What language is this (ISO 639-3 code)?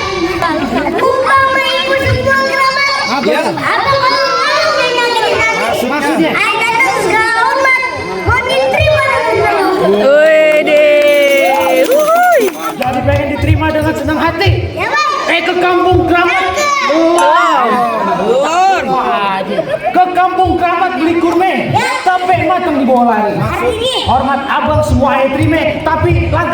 bew